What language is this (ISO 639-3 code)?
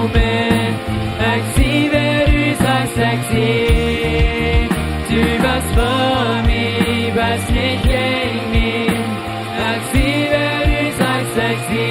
pdt